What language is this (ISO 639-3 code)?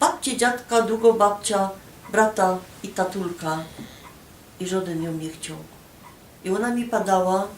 szl